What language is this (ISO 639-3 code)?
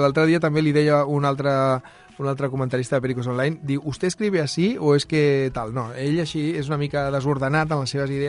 cat